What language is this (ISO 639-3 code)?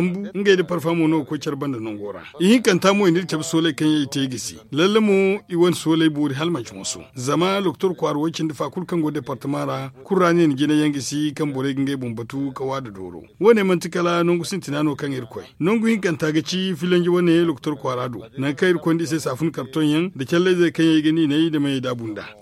dje